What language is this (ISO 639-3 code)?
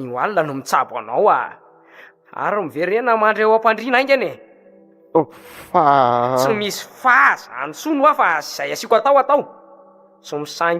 mlg